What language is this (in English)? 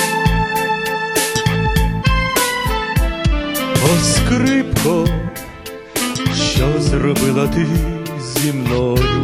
Ukrainian